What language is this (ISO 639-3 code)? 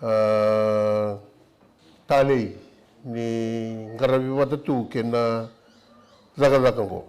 fij